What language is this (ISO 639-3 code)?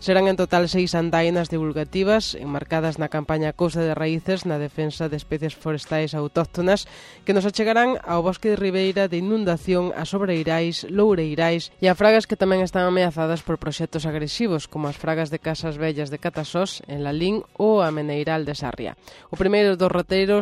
glg